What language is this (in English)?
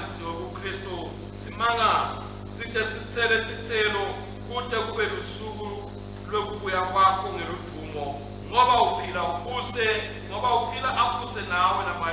Swati